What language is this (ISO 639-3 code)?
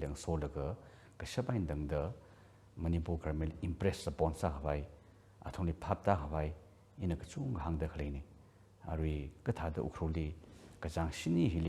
nmf